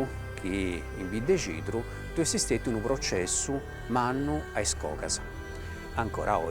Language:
Sardinian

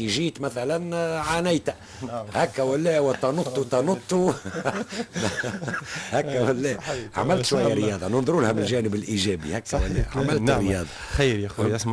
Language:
Tunisian Arabic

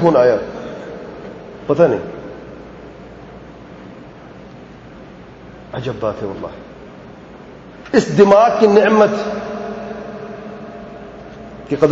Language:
Urdu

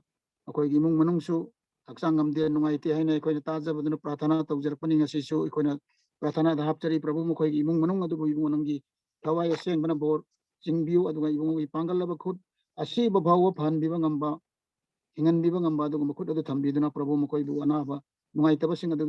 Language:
Manipuri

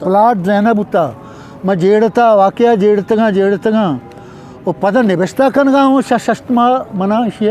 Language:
Eastern Balochi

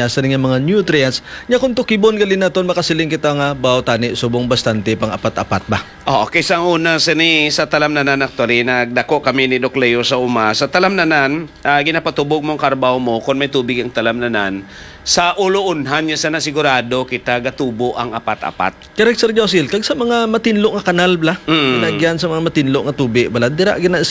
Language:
Hiligaynon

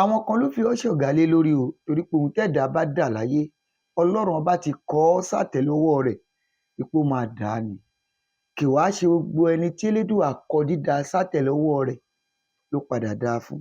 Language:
Yoruba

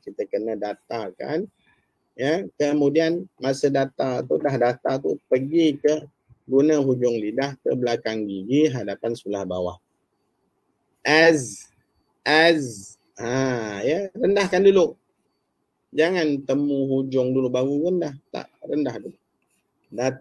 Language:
Malay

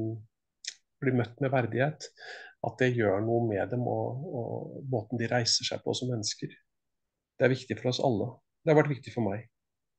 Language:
Norwegian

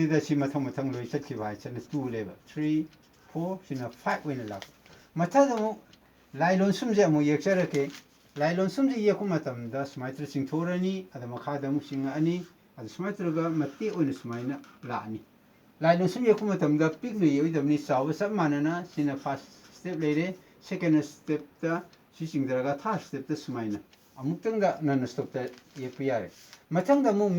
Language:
Manipuri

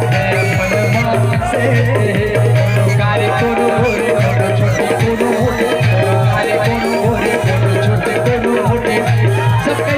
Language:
Chhattisgarhi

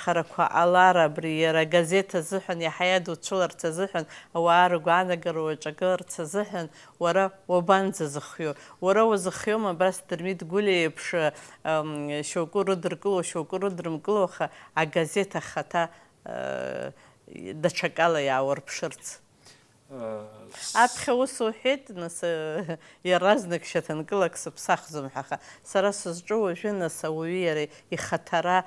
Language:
Abkhazian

